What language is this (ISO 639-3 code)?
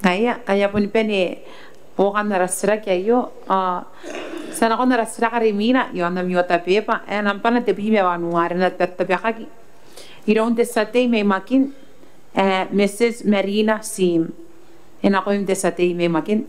gil